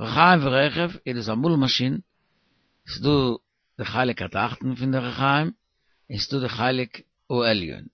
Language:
Yiddish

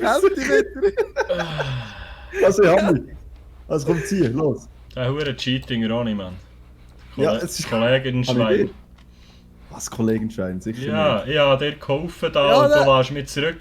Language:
Swiss German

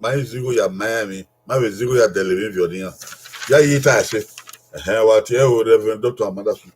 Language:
Bini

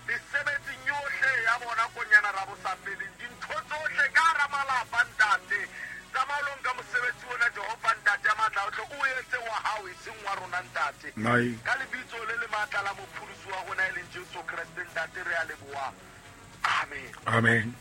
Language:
Southern Sotho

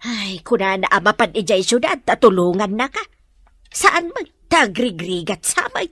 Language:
Iloko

